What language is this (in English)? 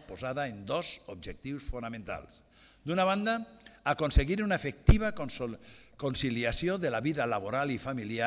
Catalan